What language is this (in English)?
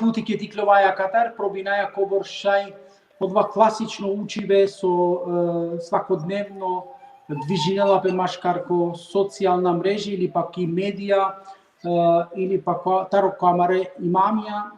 Balkan Romani